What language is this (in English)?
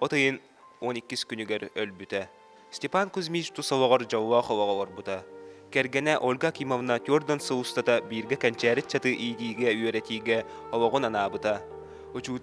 Yakut